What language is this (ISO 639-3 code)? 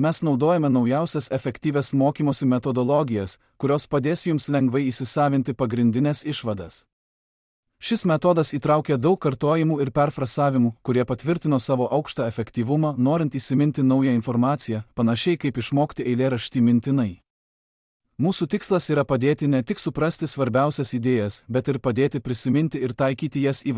lit